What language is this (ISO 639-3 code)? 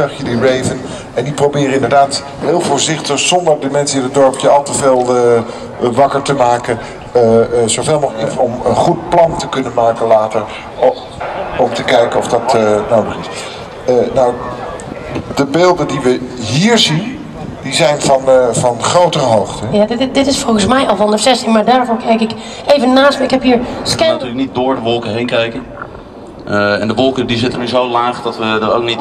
nld